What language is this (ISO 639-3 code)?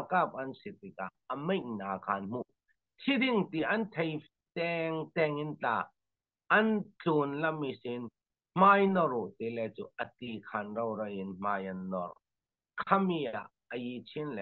cfm